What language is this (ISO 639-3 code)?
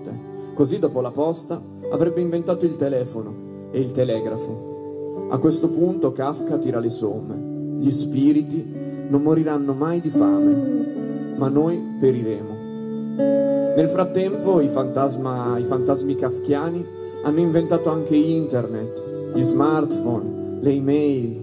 ita